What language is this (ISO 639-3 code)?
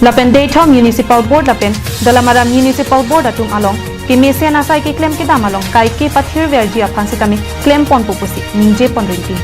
mjw